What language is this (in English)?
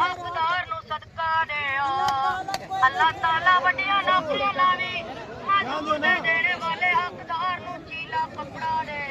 Pahari-Potwari